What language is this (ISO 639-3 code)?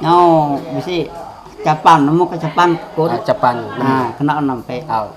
iba